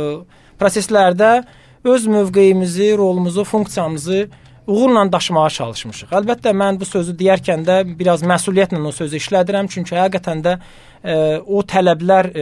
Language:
Azerbaijani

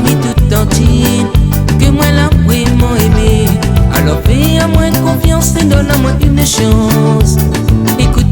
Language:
Réunion Creole French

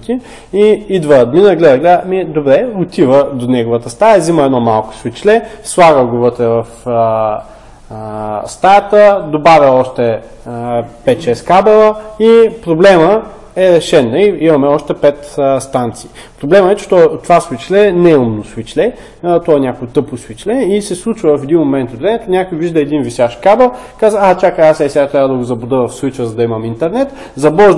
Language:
Bulgarian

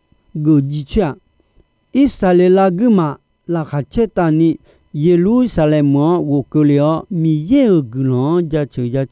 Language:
Akha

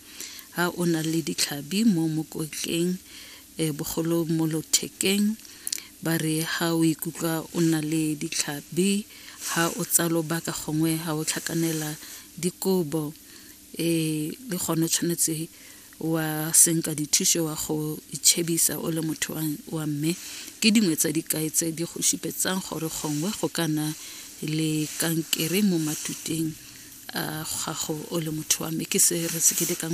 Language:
Tswana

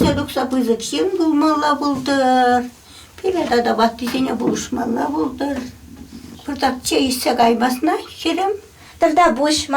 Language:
Chuvash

